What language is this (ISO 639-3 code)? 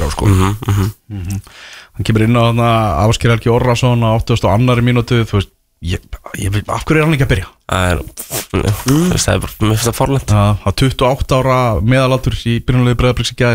isl